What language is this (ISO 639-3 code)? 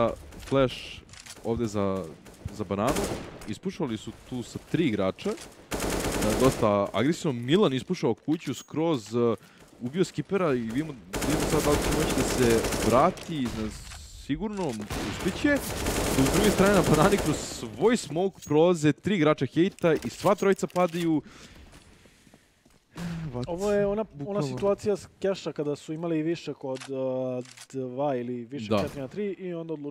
srp